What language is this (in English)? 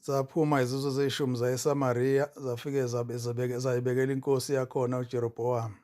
Zulu